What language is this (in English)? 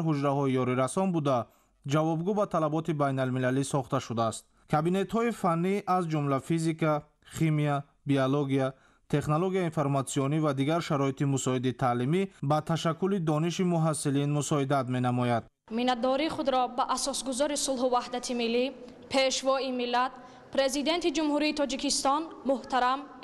Tajik